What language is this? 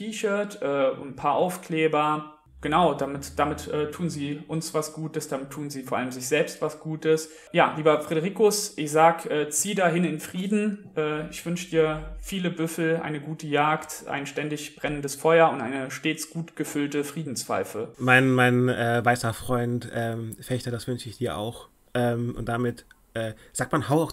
German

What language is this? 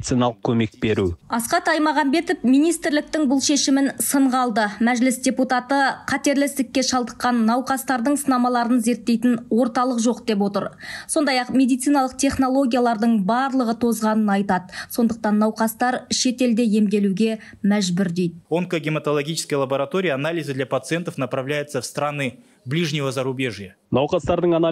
Kazakh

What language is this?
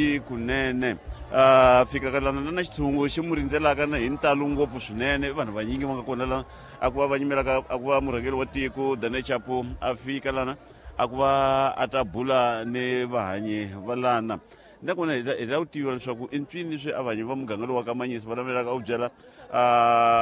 Tsonga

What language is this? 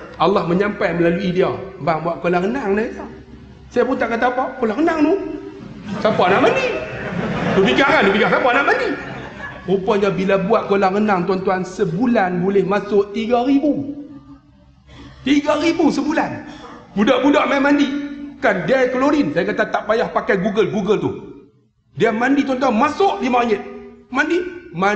Malay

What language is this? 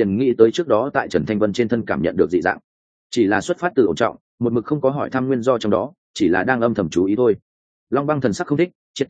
Vietnamese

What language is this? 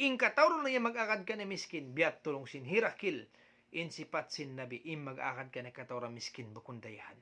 Tausug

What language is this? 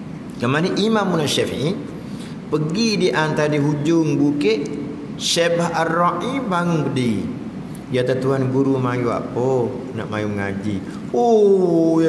Malay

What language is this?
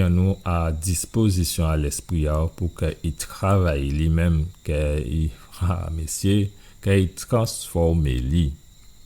Guadeloupean Creole French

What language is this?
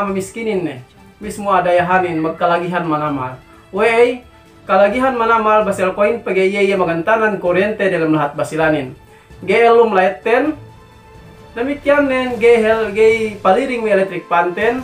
Yakan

